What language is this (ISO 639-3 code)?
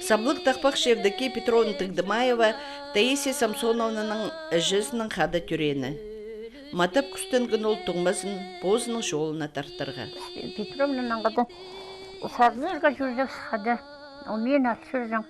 kjh